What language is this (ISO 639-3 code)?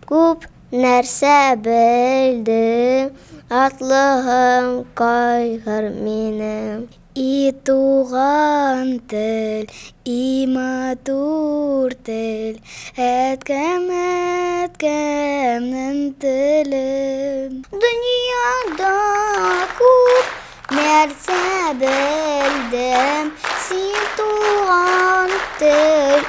tat